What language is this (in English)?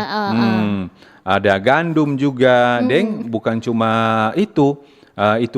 Manado Malay